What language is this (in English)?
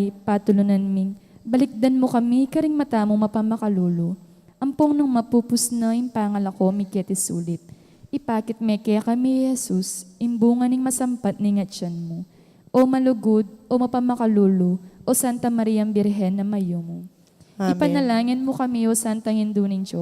Pampanga